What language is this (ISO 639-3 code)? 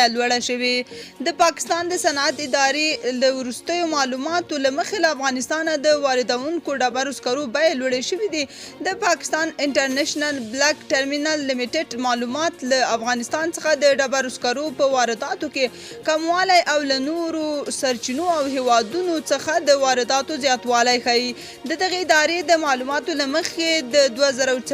pus